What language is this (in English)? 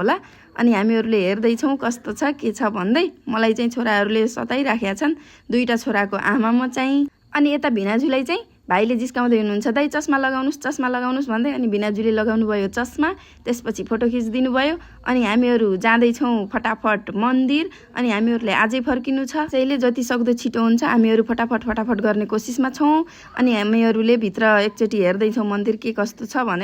Nepali